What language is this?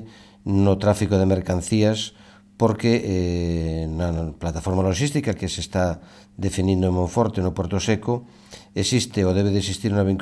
Galician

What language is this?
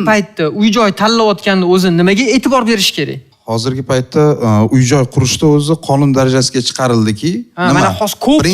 Uzbek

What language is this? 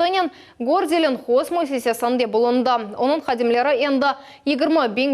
Crimean Tatar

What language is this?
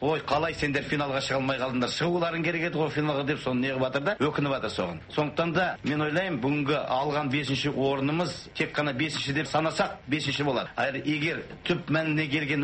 Kazakh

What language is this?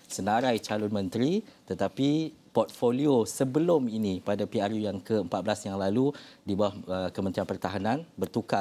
Malay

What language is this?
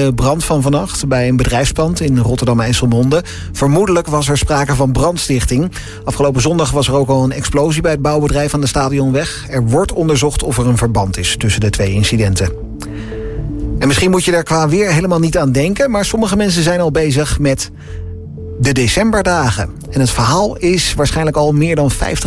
Dutch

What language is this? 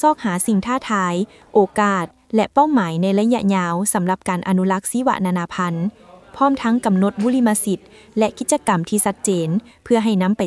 Lao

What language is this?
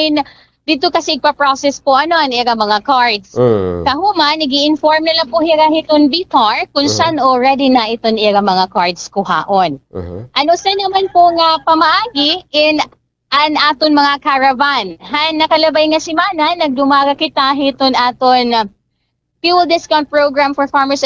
Waray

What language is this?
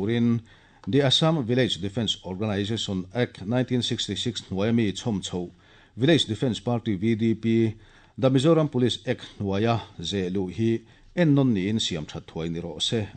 Mizo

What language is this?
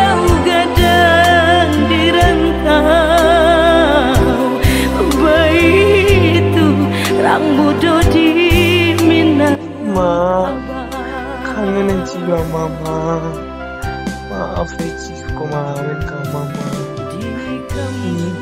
Minangkabau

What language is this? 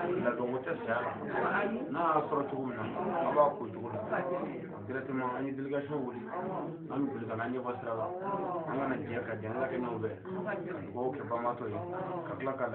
Bambara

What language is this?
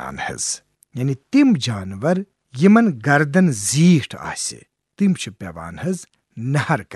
Kashmiri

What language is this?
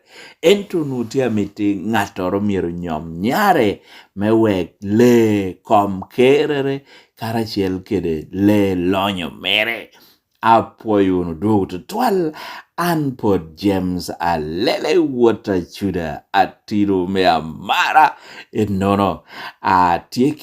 Lango (Uganda)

